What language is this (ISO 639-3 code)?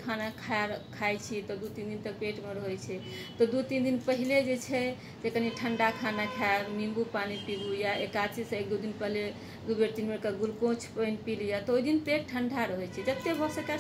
mai